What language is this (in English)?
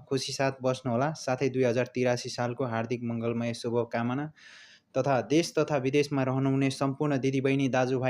Nepali